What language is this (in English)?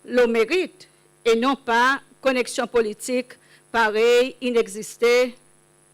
Seselwa Creole French